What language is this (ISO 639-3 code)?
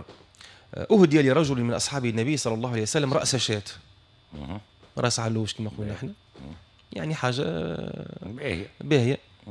aeb